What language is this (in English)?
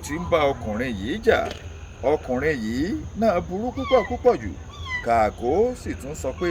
Yoruba